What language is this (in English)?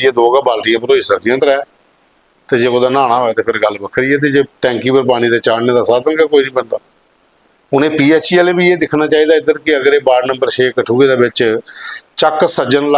Dogri